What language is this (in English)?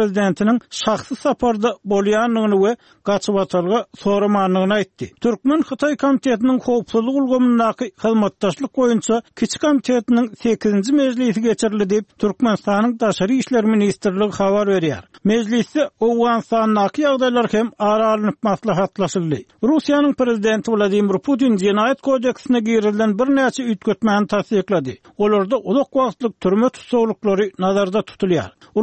Turkmen